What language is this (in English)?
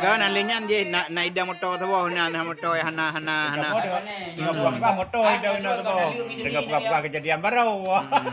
Achinese